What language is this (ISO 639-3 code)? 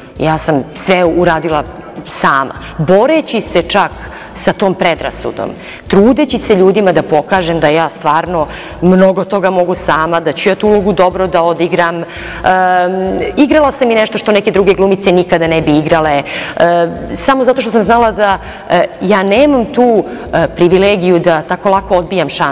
srp